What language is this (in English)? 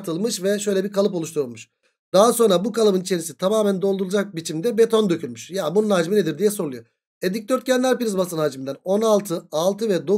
Turkish